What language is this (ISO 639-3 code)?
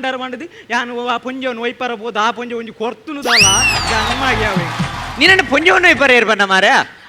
tcy